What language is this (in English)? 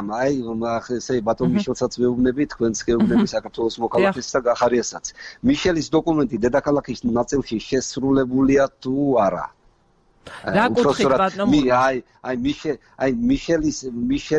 Georgian